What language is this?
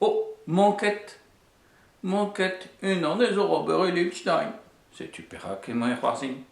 Breton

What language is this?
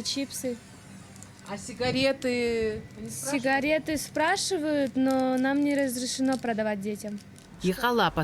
Abkhazian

